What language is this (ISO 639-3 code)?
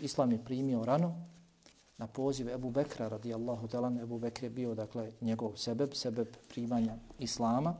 bos